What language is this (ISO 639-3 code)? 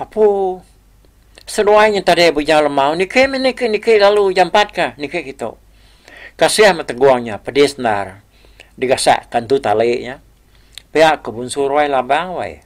iba